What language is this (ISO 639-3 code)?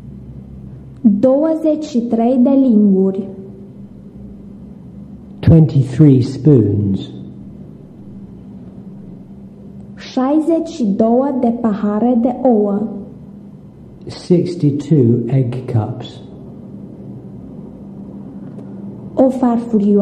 ron